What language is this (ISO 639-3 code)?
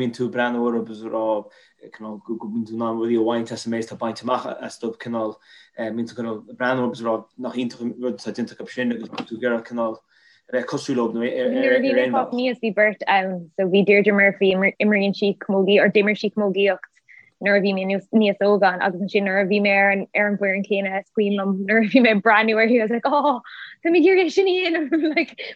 gle